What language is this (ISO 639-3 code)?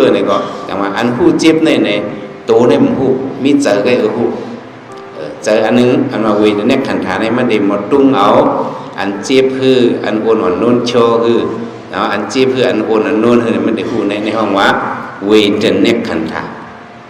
shn